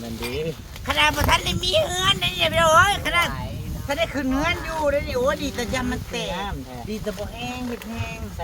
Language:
Northeastern Thai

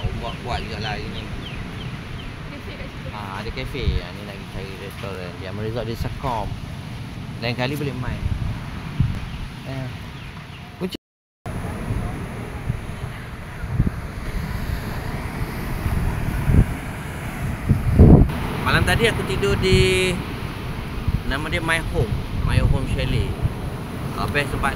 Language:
Malay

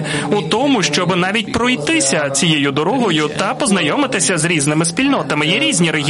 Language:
Ukrainian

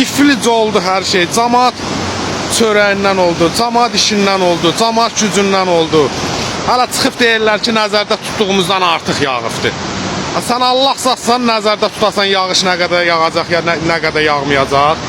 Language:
Azerbaijani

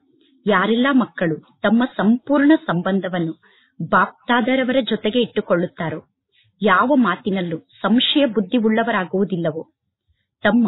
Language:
Kannada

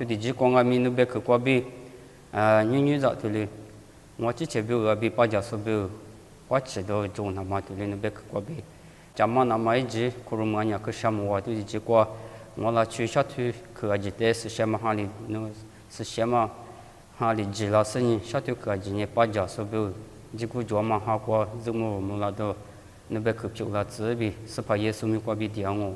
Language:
Lisu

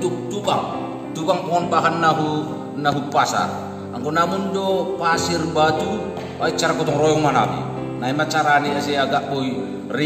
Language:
Batak Simalungun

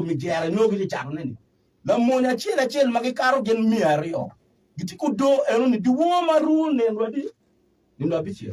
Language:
Acoli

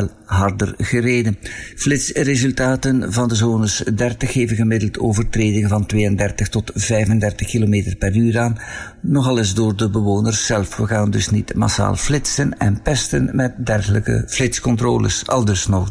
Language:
Dutch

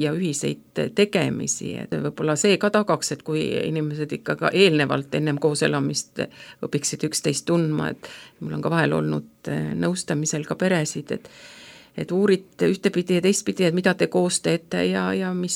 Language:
Estonian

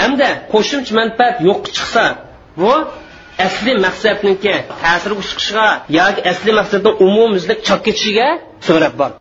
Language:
Uyghur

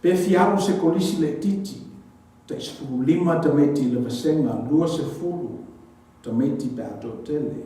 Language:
Samoan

